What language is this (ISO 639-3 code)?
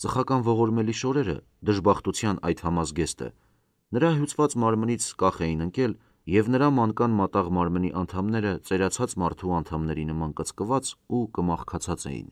hye